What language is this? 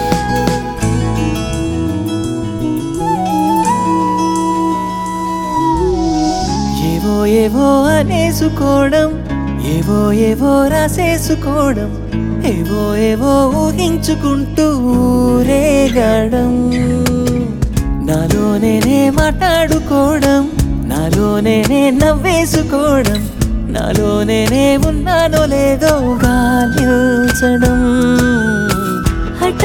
Telugu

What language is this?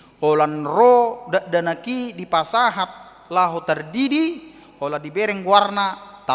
Batak Toba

